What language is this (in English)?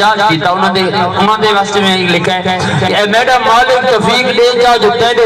Saraiki